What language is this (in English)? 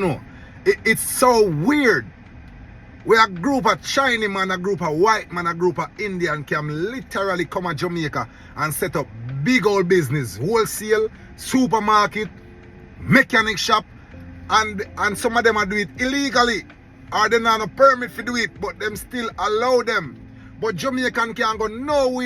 Jamaican Creole English